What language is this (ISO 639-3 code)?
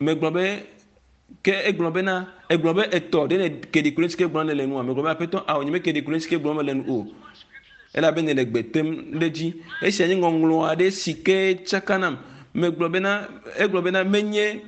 ewe